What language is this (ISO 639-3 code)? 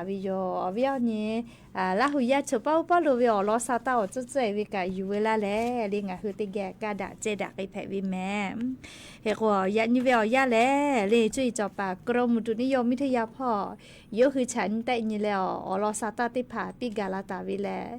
lhu